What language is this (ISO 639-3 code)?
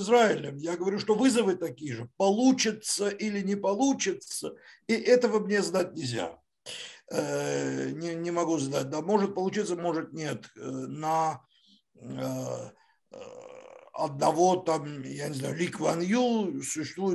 rus